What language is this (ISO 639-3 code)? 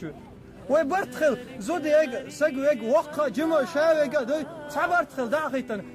che